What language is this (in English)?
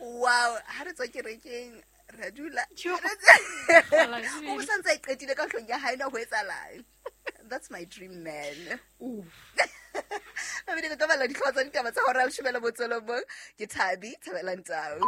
Southern Sotho